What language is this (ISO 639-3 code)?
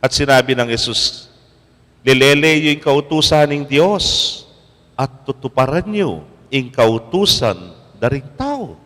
pam